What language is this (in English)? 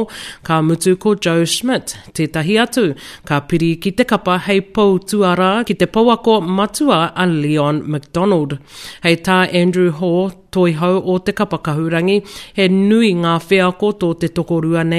Māori